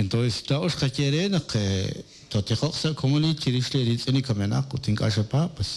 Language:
Kekchí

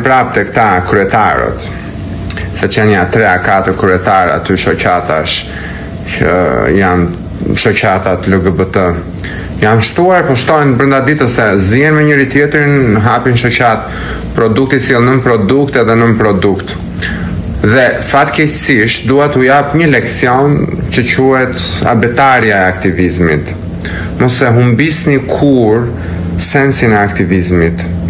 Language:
Albanian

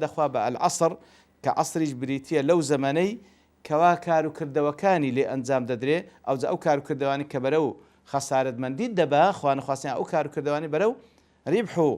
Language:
Central Kurdish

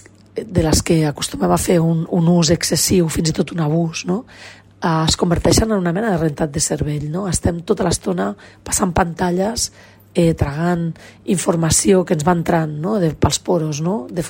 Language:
Catalan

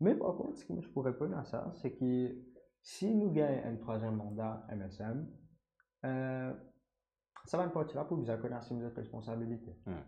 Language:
Morisyen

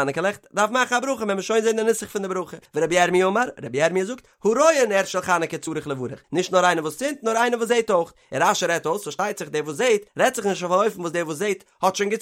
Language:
Yiddish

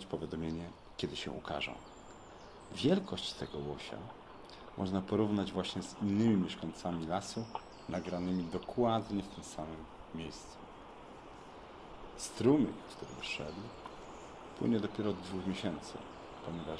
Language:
Polish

